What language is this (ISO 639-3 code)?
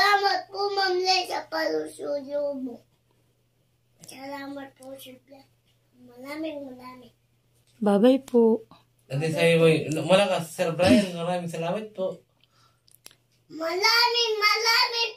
fil